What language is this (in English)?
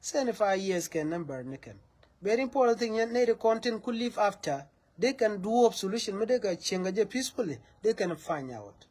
Nuer